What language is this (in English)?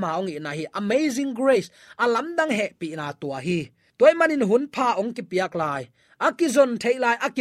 Tedim Chin